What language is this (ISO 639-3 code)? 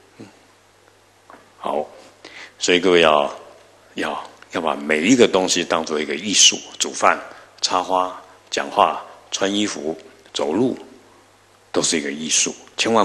zho